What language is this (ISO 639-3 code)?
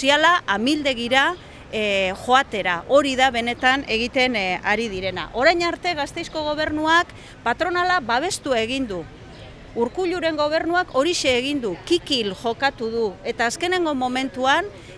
eus